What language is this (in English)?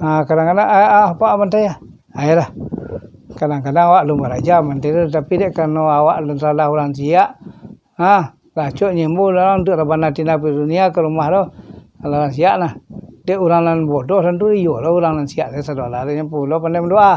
Minangkabau